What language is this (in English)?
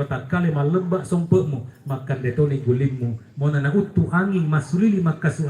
Buginese